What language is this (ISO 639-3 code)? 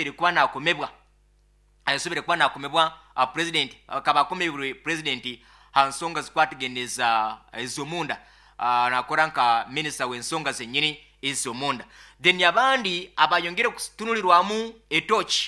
nyo